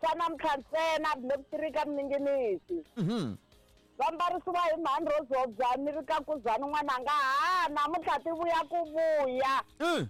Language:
Tsonga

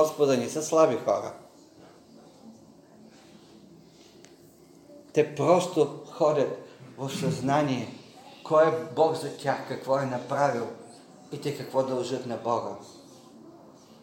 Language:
Bulgarian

